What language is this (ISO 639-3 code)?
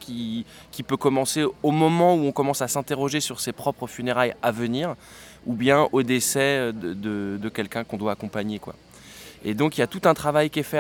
fra